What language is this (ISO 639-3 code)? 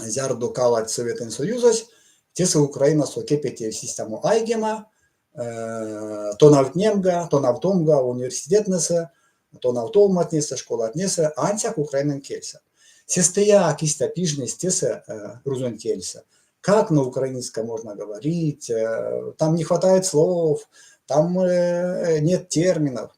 myv